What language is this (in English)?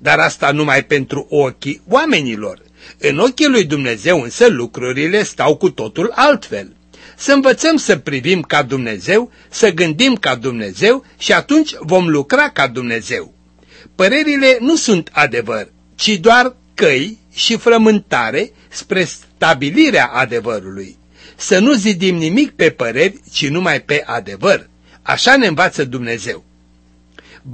Romanian